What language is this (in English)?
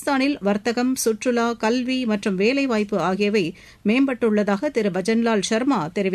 Tamil